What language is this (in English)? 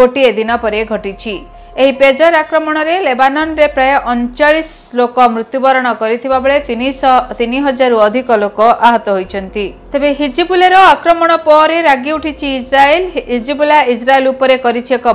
Odia